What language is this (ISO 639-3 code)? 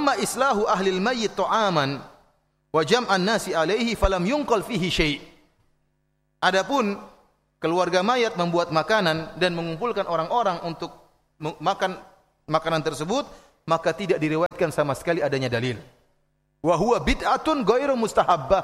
ind